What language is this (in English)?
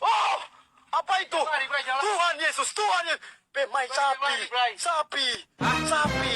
Ambonese Malay